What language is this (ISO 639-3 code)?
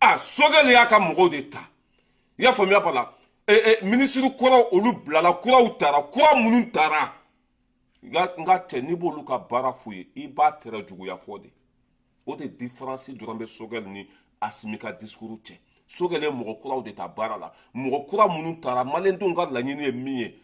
bam